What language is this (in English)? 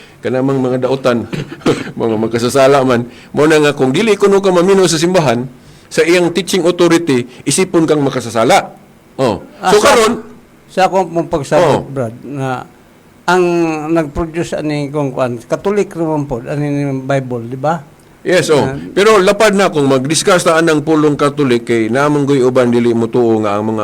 Cebuano